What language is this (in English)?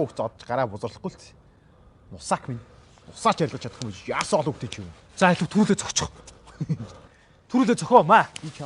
Mongolian